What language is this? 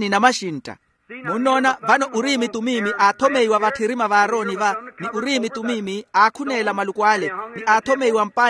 Makhuwa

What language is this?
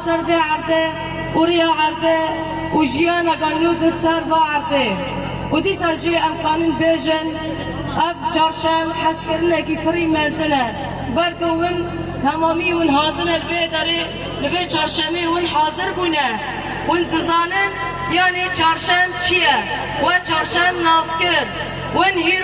Kurdish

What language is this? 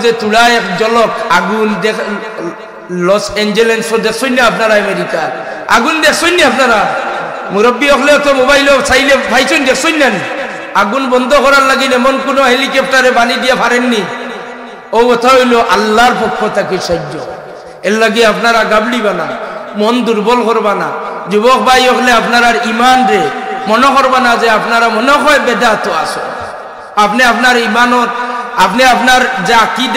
Sylheti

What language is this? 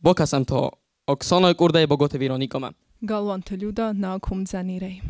Ossetic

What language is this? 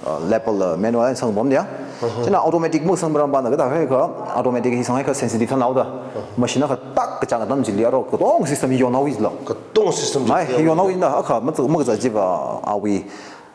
Tangkhul Naga (India)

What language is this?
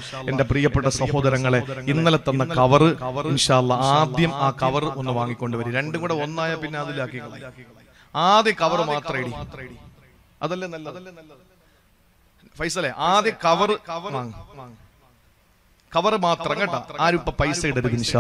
Malayalam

